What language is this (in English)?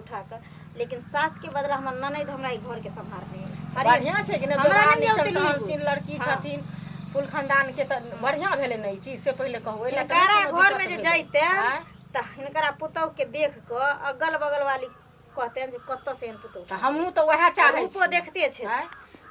Maithili